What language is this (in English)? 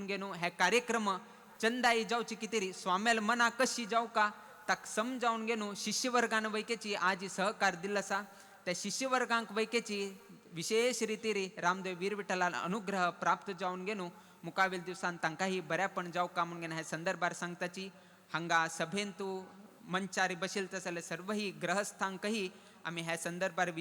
Konkani